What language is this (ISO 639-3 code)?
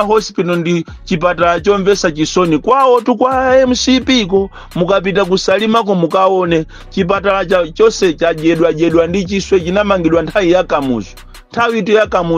nya